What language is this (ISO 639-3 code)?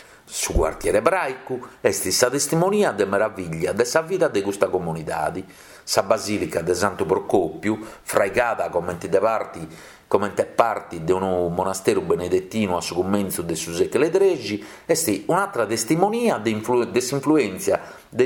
srd